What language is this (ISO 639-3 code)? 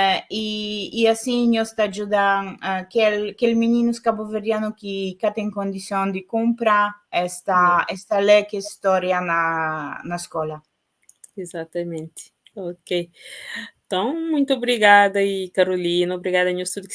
kea